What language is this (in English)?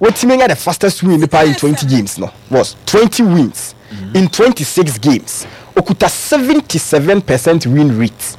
Akan